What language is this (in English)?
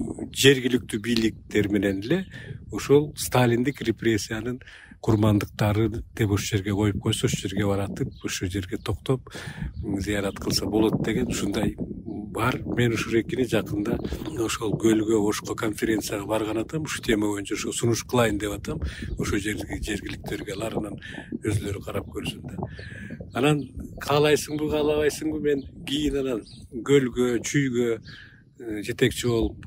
Kyrgyz